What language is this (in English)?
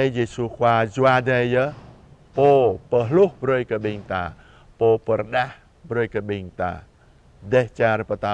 Jarai